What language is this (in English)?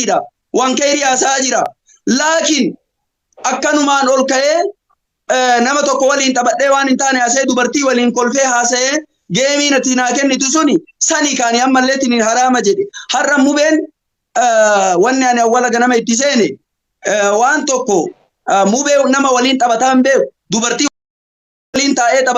Oromo